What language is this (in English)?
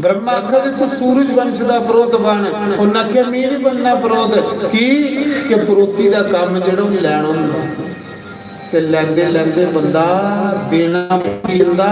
Dogri